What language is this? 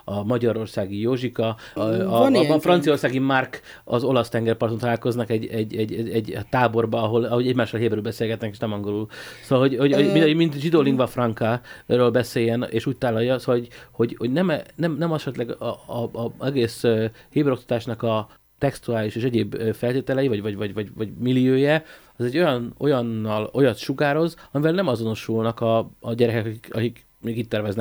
Hungarian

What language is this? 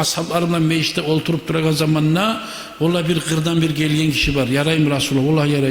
Kumyk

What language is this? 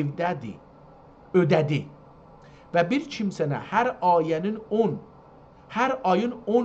South Azerbaijani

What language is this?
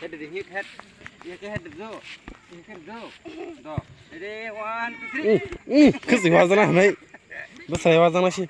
Kok Borok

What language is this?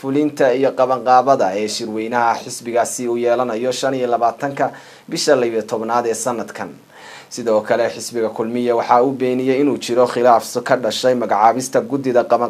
Somali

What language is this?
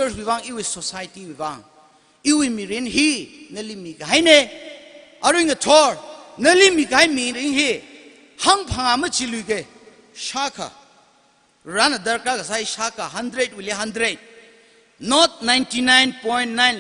Tangkhul Naga (India)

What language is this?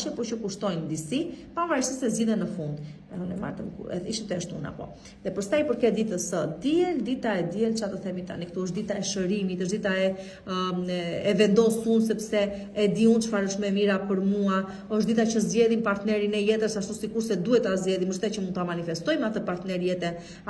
Albanian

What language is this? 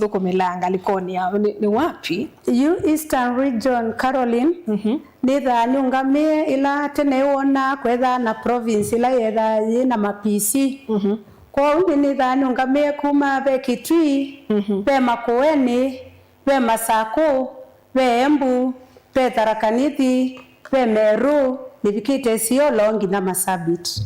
Kamba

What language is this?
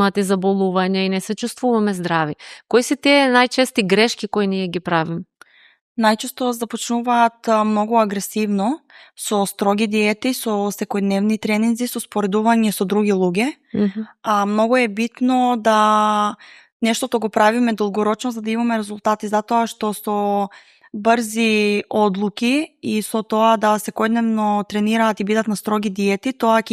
Macedonian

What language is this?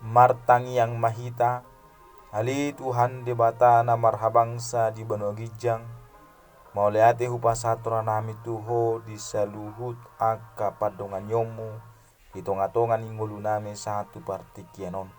Batak Toba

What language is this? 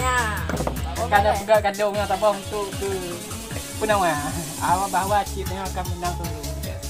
Achinese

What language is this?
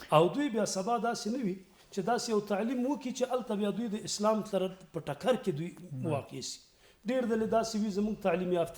Pashto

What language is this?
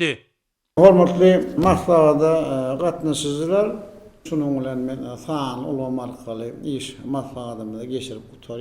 Turkmen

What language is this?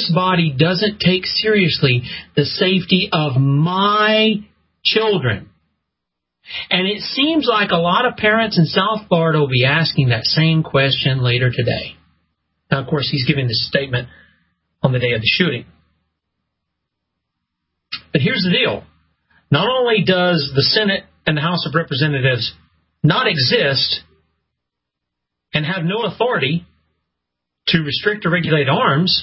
English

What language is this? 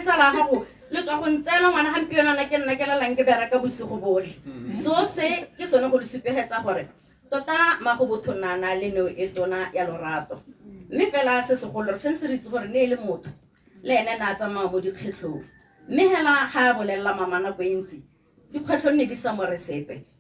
Tswana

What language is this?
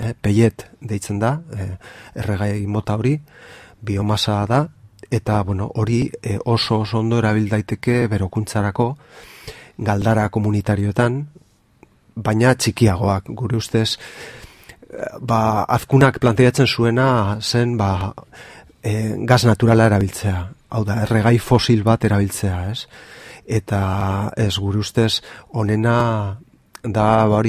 Basque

